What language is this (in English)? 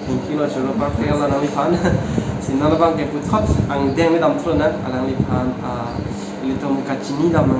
Karbi